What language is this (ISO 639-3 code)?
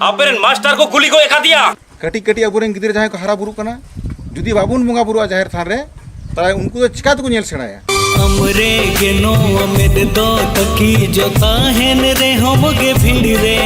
sat